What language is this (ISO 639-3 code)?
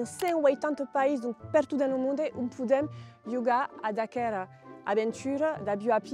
oci